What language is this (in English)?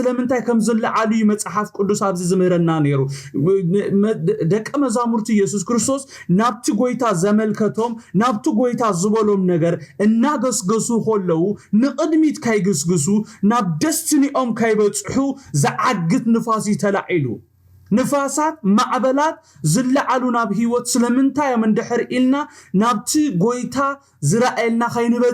Tigrinya